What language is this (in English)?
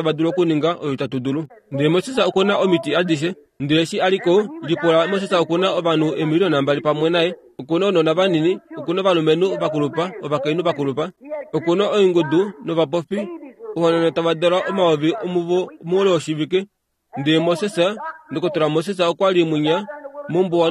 Kuanyama